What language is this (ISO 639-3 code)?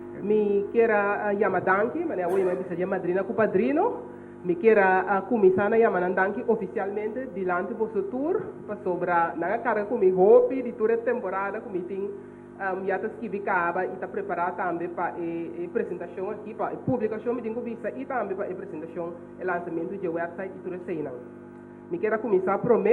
pap